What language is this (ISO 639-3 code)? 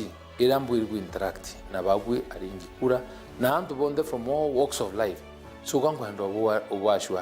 mer